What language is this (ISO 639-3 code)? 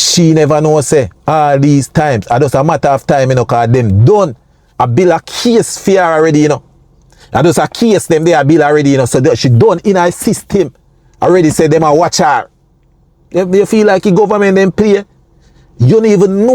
jam